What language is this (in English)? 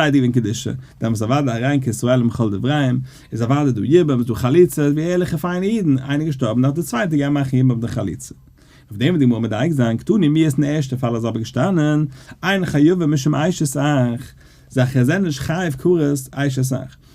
Yiddish